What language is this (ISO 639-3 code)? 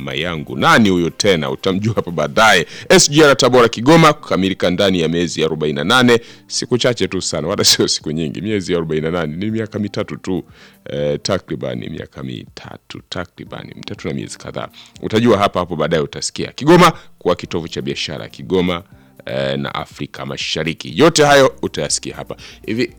swa